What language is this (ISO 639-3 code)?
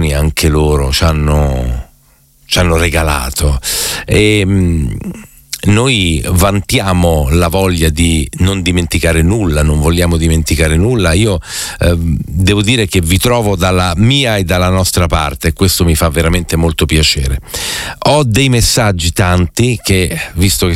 ita